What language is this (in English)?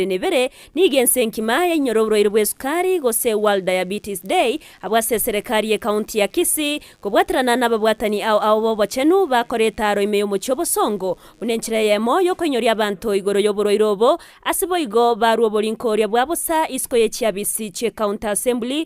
Gusii